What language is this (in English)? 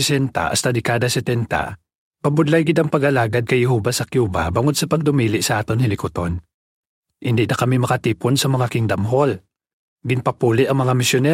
Hiligaynon